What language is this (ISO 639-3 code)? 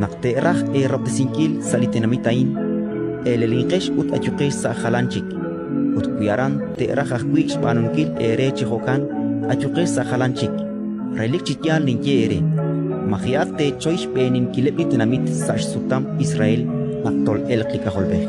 kek